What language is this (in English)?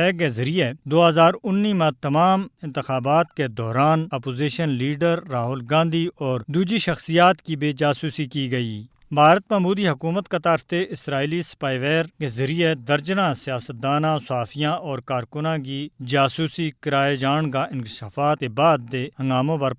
Gujari